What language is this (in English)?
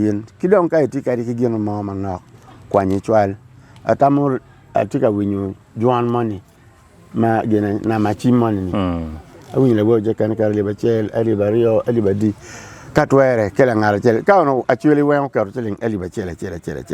Acoli